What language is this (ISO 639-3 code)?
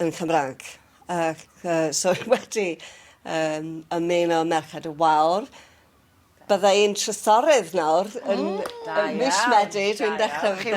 cym